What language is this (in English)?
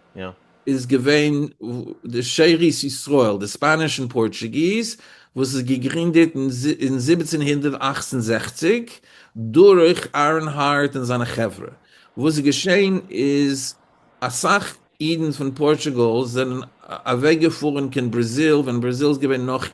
Yiddish